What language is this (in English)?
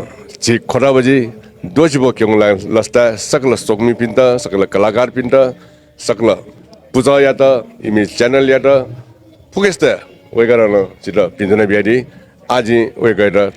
Newari